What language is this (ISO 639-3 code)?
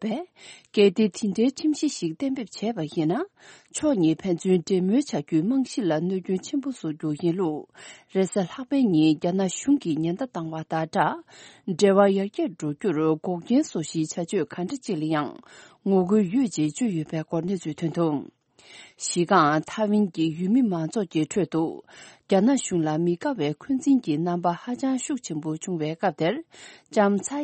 bod